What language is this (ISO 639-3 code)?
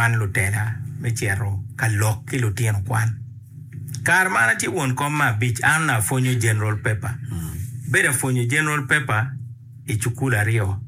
ach